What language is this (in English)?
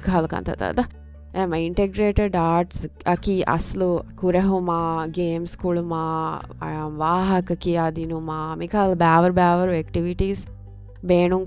Divehi